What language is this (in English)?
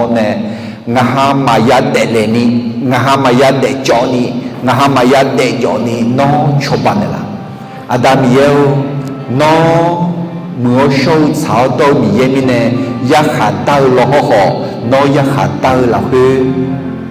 Akha